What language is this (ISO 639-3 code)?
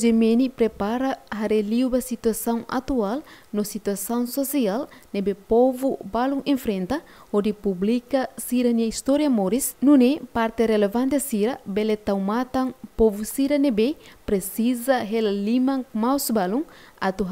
tet